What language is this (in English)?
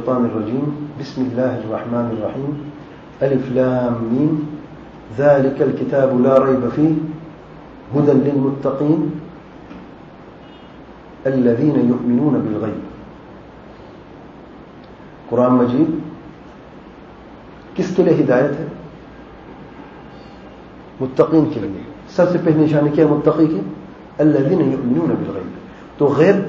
Urdu